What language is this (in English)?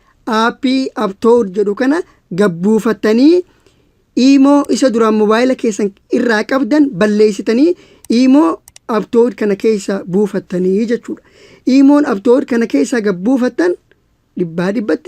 Oromo